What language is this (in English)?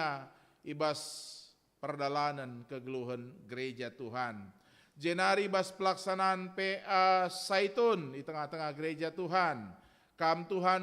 Batak Karo